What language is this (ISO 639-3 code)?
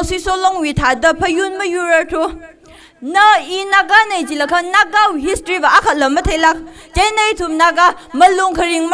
nmf